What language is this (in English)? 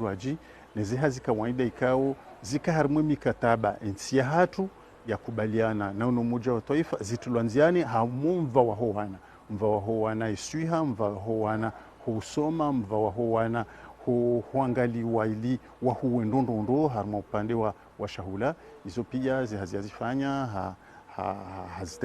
Ngazidja Comorian